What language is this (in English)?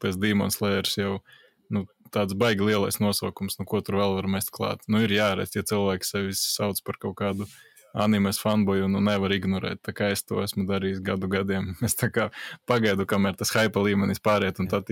Latvian